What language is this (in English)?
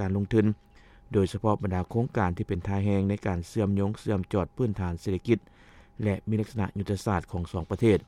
Lao